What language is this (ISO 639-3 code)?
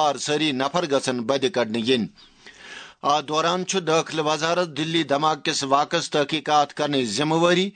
kas